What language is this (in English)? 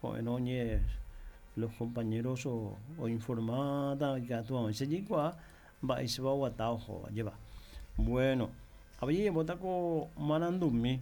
Guarani